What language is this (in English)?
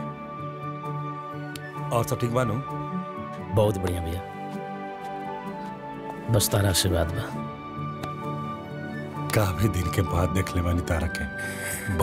Bhojpuri